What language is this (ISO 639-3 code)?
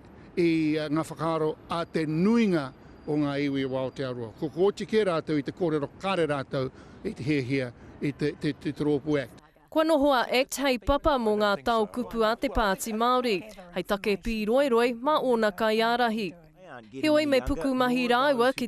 mri